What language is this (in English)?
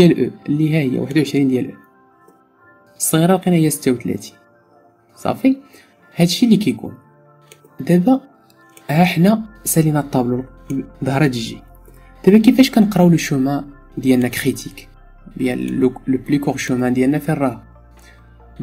Moroccan Arabic